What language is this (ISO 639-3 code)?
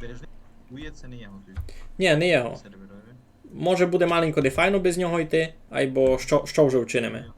rue